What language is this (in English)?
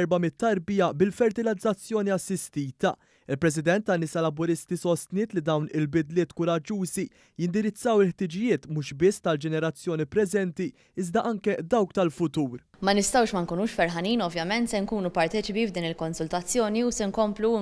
Maltese